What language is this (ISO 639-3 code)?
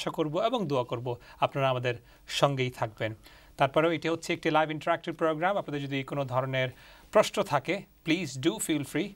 ben